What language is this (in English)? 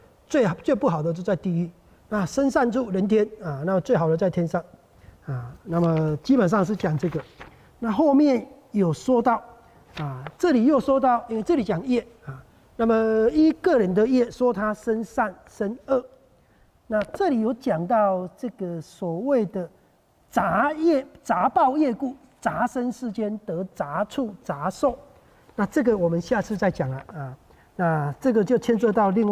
Chinese